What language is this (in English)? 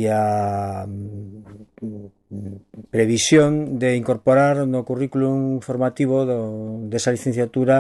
Galician